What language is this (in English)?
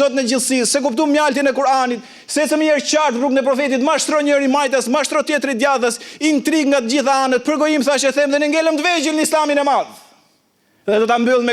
Albanian